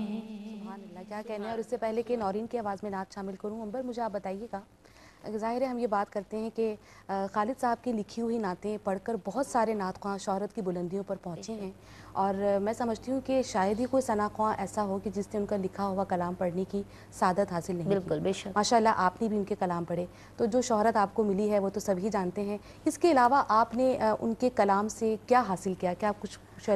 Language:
Urdu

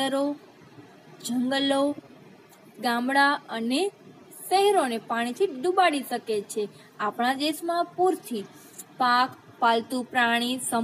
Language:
Gujarati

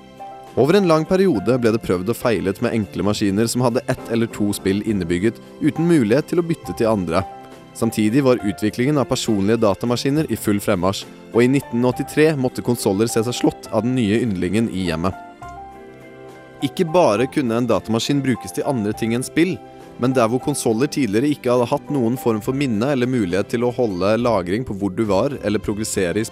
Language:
Norwegian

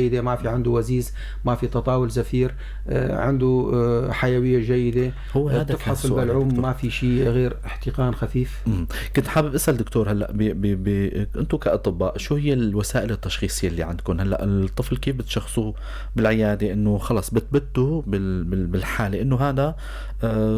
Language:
North Levantine Arabic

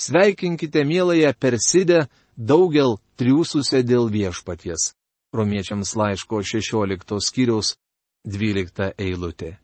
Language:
Lithuanian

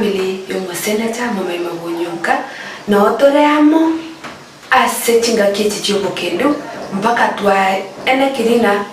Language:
Gusii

